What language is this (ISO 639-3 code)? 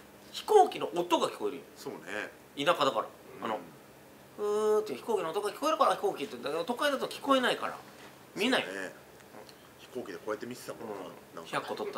jpn